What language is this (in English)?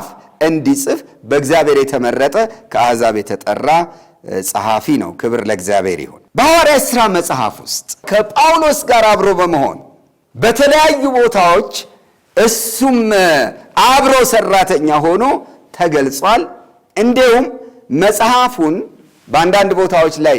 Amharic